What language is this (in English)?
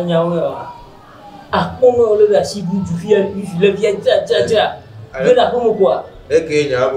Ewe